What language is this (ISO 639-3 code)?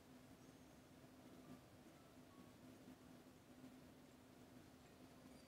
hun